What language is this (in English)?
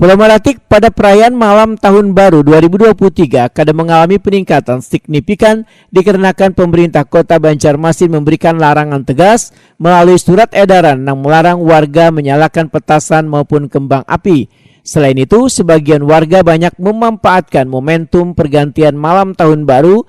Banjar